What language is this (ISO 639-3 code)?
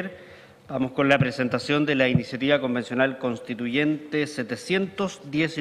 spa